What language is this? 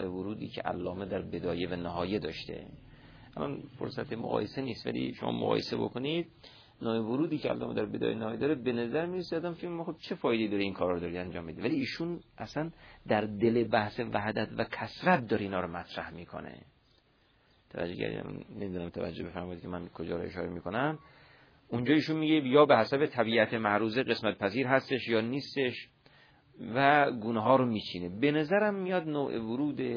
Persian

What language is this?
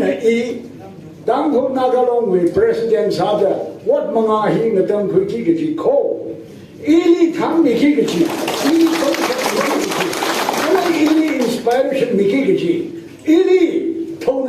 Tangkhul Naga (India)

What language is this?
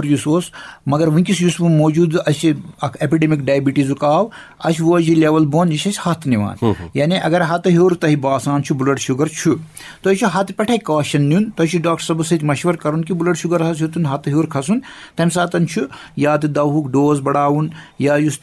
Kashmiri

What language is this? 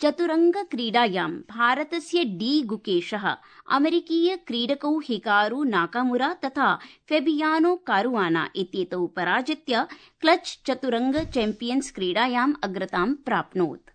Sanskrit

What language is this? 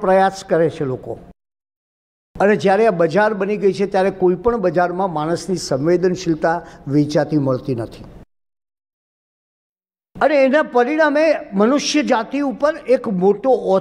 Gujarati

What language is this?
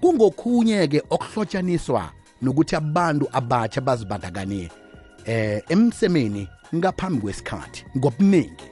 South Ndebele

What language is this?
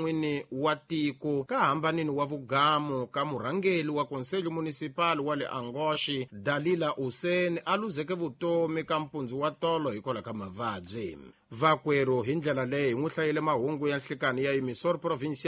Tsonga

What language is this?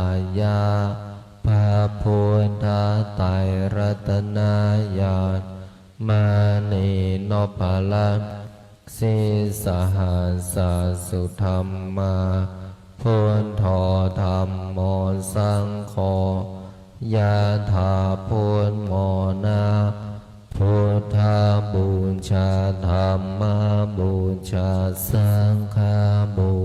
Pali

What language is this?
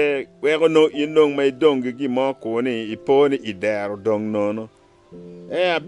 Acoli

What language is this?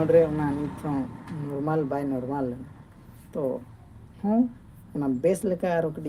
Santali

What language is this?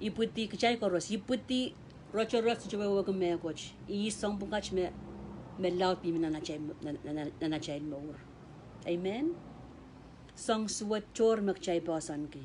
Pohnpeian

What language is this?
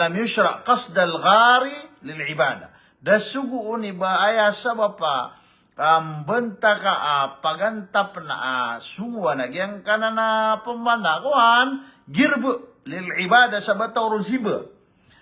Maranao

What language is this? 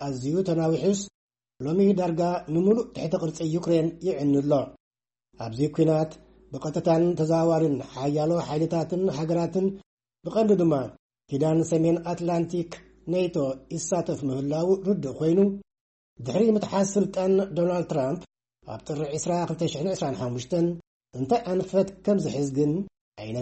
Tigrinya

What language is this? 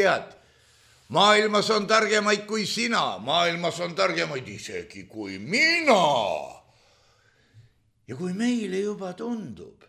Estonian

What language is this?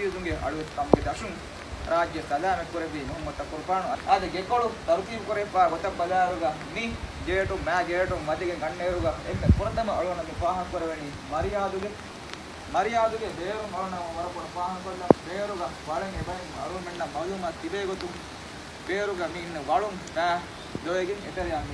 Divehi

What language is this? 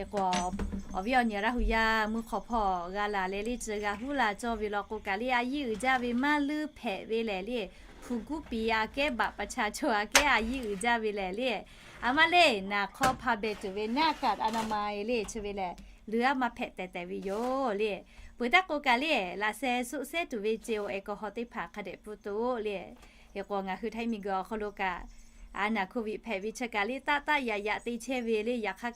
Lahu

